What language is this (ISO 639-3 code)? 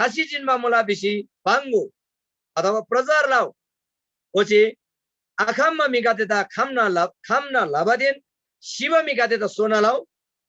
taj